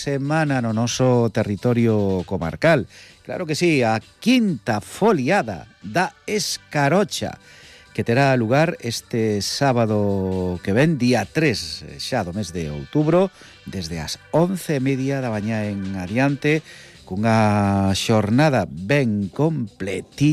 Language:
Galician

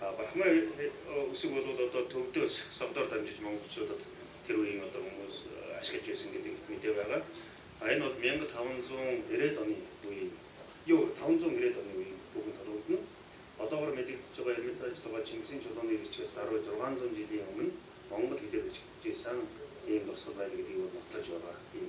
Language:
Mongolian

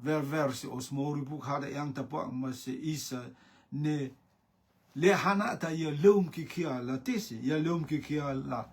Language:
Rotuman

